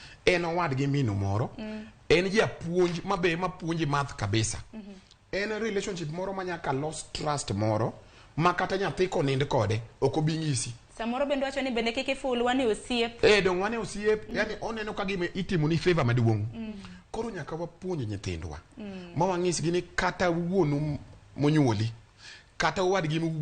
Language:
Luo (Kenya and Tanzania)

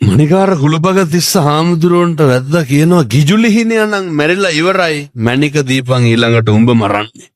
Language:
Sinhala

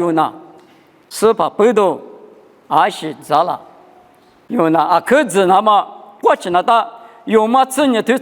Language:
Lisu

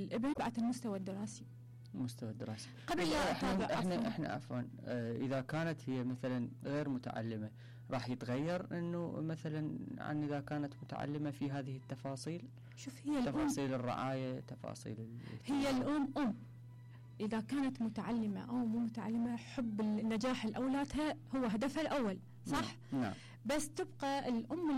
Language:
Mesopotamian Arabic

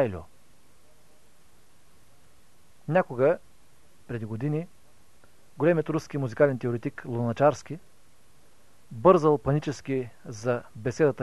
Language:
Bulgarian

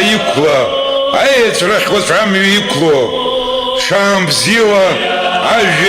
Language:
Abkhazian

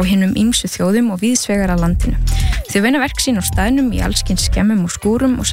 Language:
Icelandic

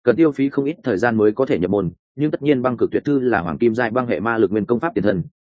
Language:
Vietnamese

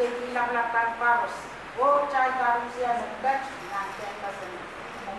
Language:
Pohnpeian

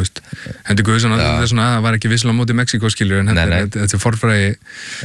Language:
Icelandic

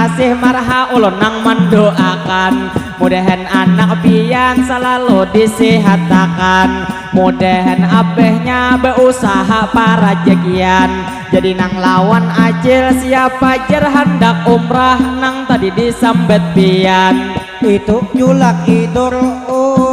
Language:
Banjar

